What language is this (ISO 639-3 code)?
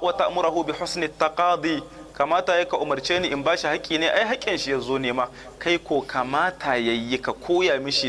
hau